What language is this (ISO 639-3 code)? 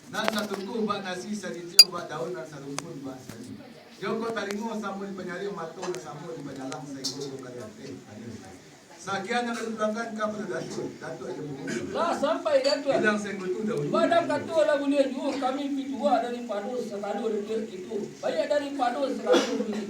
min